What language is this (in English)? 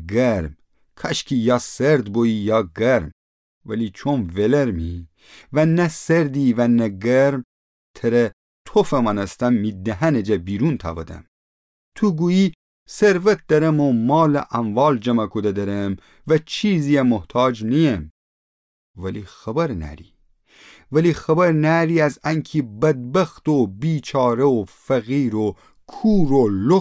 Gilaki